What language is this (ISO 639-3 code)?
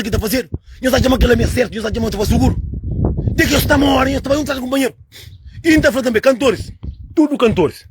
kea